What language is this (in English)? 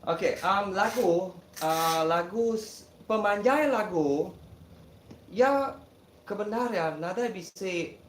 Iban